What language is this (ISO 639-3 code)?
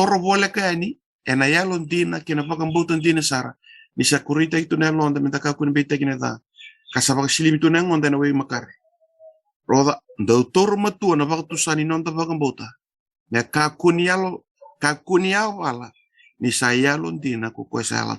fij